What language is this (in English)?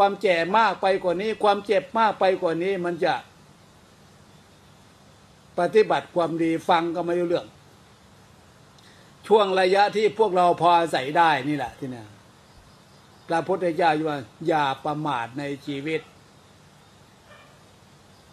Thai